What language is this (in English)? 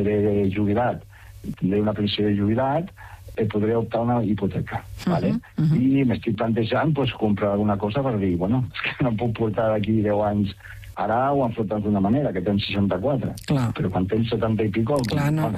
Catalan